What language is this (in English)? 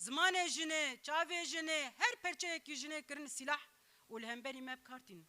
Kurdish